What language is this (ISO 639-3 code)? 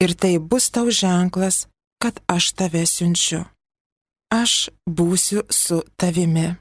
lit